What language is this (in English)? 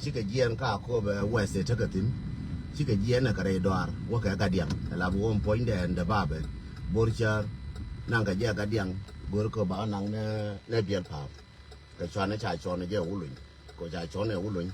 Nuer